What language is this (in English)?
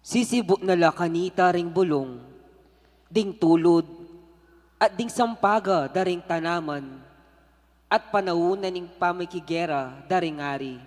Pampanga